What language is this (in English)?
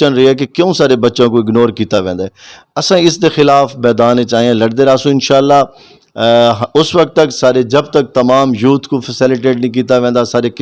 Saraiki